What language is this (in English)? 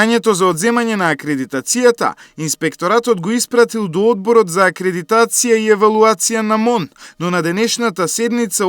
Macedonian